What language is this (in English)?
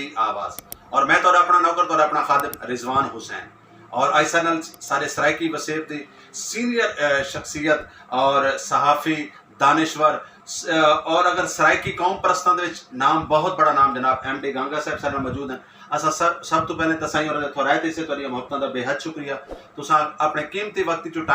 Saraiki